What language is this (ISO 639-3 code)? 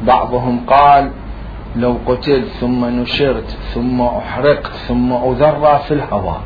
acm